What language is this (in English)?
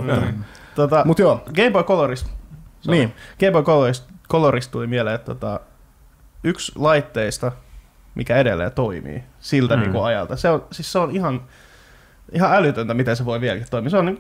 Finnish